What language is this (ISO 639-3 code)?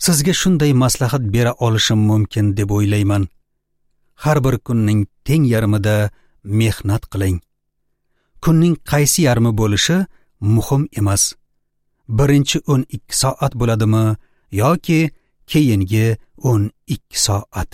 uzb